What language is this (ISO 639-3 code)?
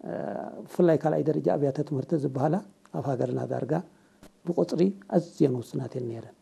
tir